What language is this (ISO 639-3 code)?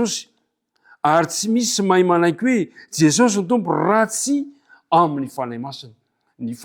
mlg